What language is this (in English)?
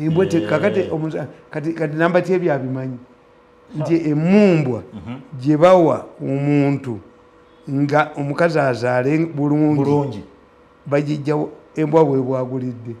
Ganda